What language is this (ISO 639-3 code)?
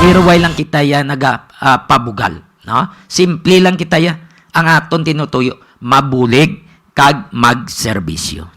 hil